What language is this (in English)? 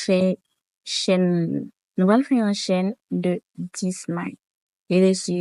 Haitian Creole